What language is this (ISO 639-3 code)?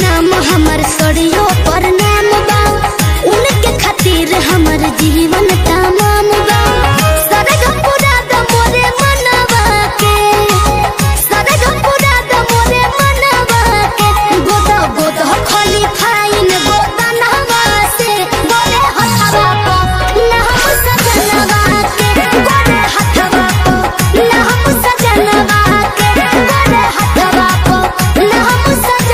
bho